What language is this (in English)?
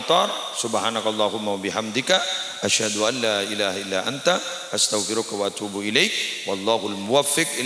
Madurese